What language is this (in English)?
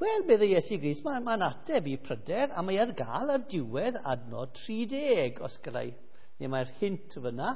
Welsh